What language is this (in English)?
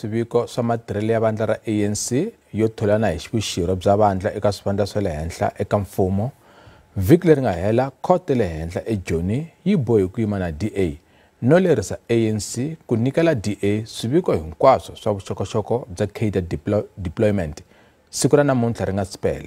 Tsonga